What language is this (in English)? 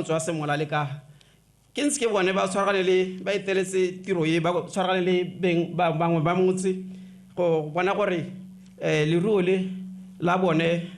Tswana